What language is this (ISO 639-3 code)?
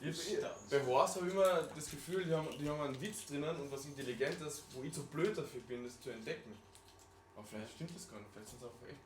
bar